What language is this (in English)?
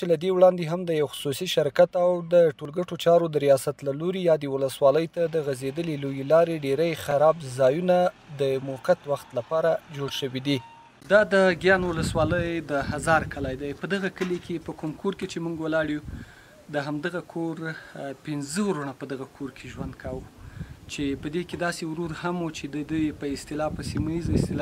Pashto